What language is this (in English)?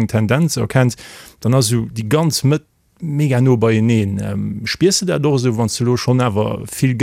Luxembourgish